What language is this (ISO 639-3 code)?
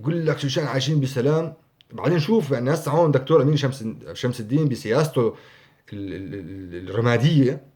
apc